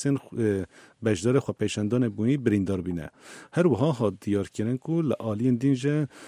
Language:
Kurdish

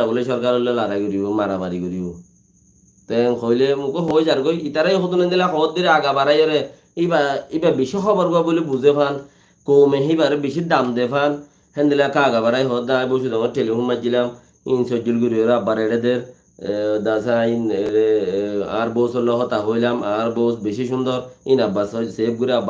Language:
Rohingya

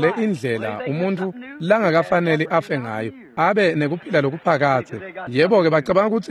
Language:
Swati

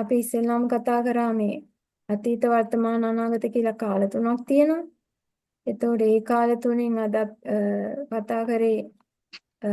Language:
Sinhala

